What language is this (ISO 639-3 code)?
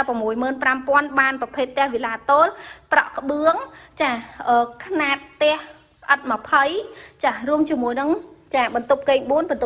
khm